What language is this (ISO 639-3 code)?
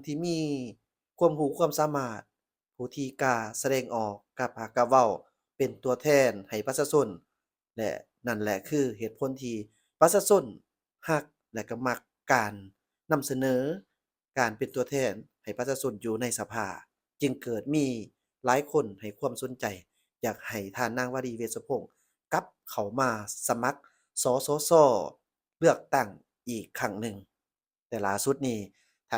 lao